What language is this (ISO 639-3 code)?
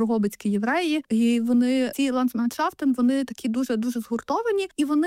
ukr